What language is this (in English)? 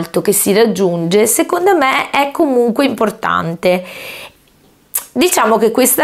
Italian